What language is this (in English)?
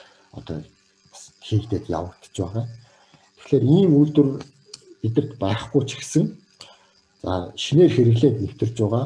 Mongolian